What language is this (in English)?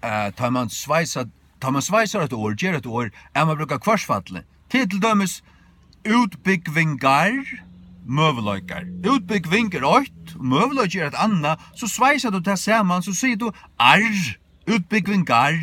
Faroese